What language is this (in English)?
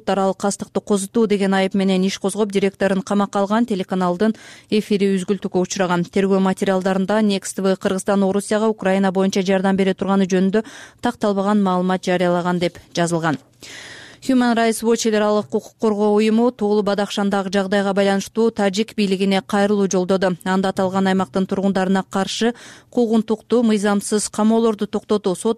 Kyrgyz